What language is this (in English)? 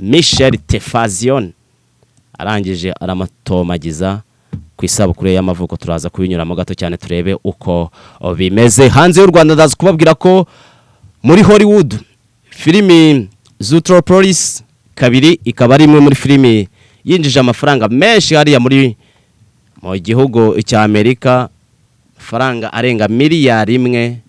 Kinyarwanda